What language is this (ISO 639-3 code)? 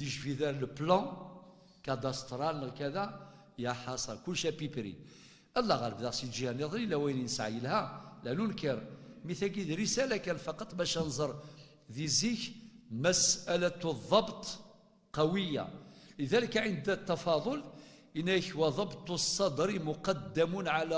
kab